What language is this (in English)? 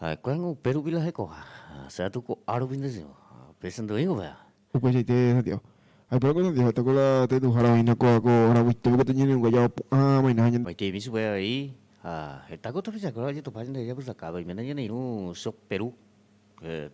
Guarani